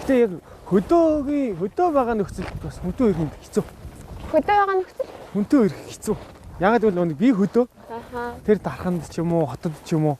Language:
Mongolian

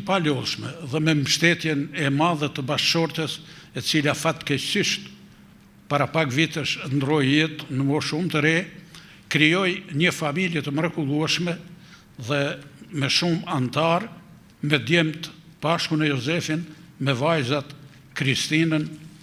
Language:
Albanian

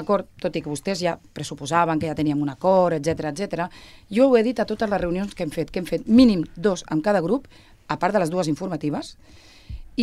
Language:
Catalan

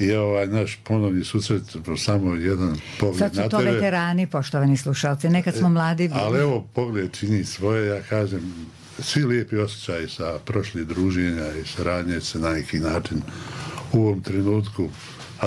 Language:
Bosnian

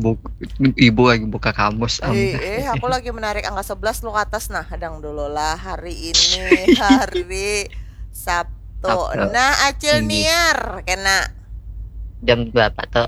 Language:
Banjar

